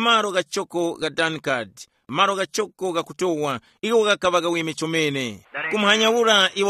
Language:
Tumbuka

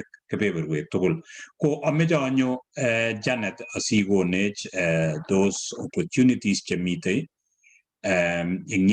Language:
Kalenjin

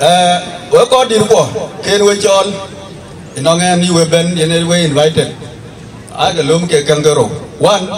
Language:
Dinka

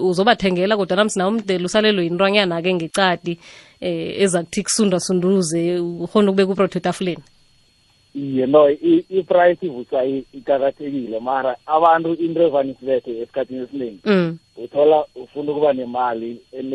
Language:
South Ndebele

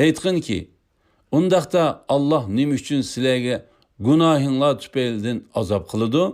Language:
Uyghur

